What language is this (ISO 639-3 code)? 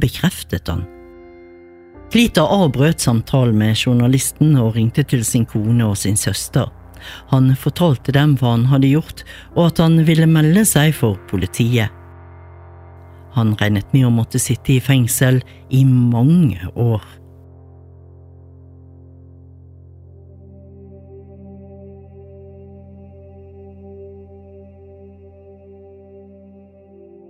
nor